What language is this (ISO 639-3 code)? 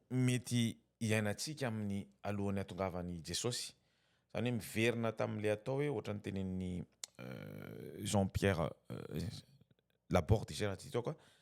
mlg